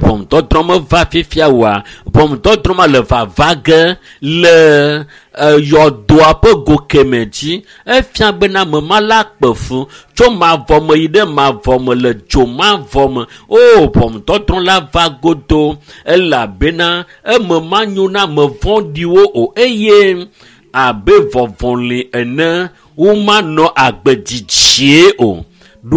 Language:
Ewe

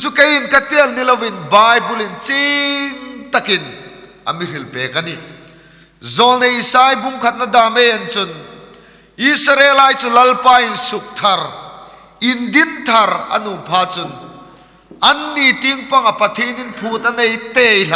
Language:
Hmar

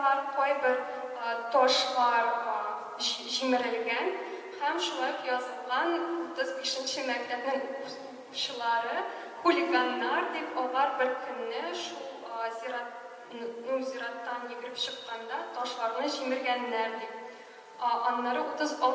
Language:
Tatar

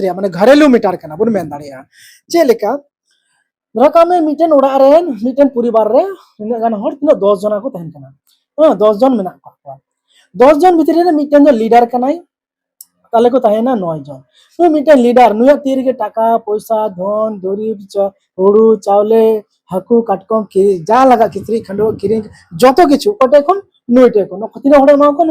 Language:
Santali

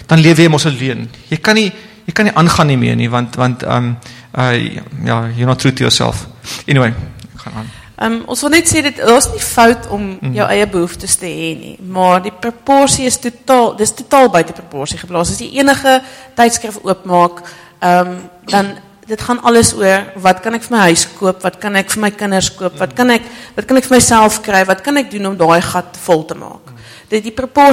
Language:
Afrikaans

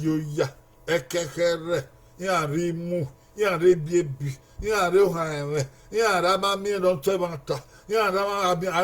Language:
Bini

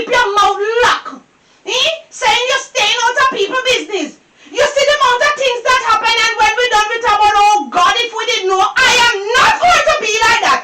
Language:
Jamaican Creole English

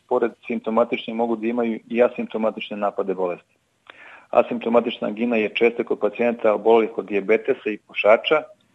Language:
Serbian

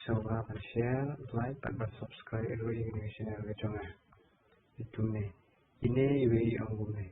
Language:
Khasi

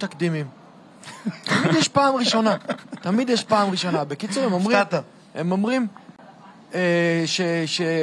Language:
Hebrew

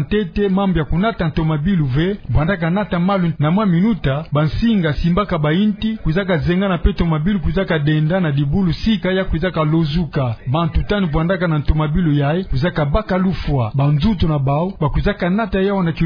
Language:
Kituba (Democratic Republic of Congo)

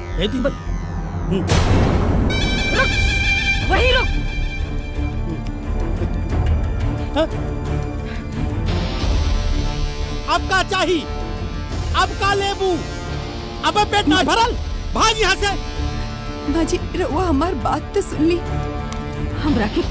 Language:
Bhojpuri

